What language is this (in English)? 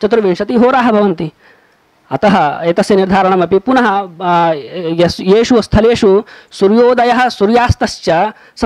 Sanskrit